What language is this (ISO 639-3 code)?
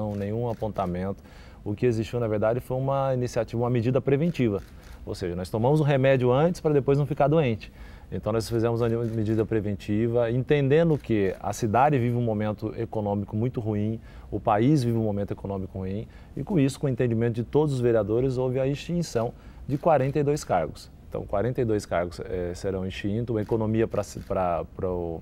por